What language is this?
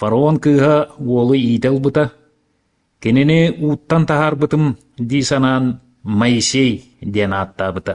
Yakut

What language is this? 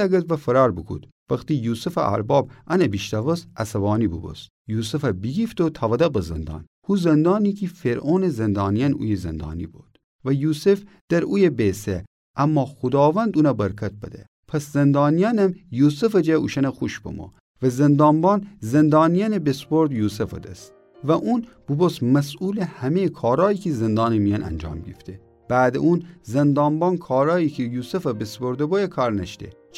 Gilaki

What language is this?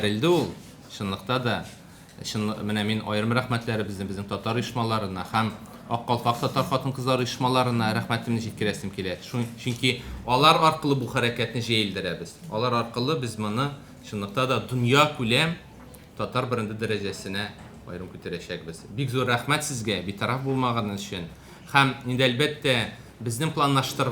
Tatar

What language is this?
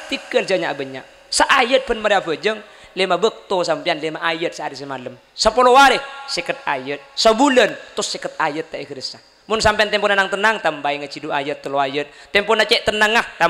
Madurese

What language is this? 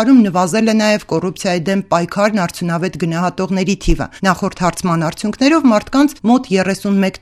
Armenian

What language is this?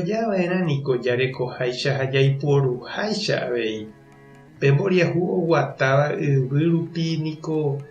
Guarani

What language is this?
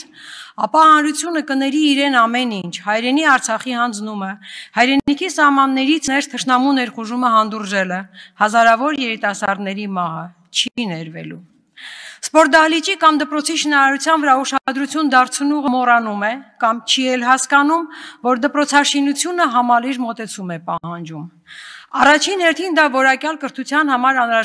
Armenian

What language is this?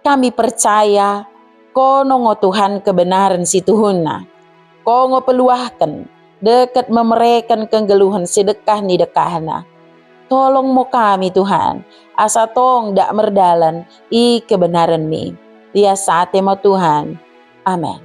Batak Dairi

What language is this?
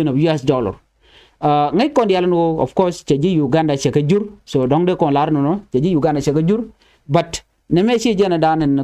Nuer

